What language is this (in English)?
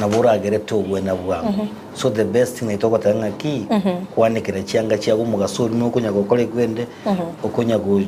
Gusii